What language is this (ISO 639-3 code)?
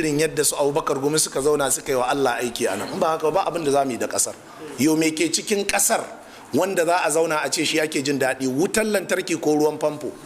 hau